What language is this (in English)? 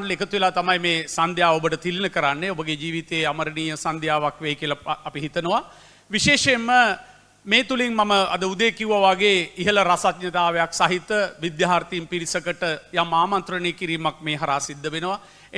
Sinhala